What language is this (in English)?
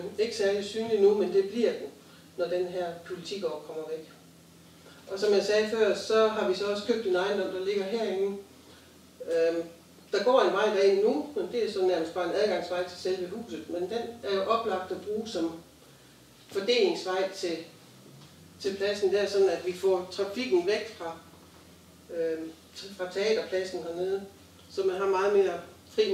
Danish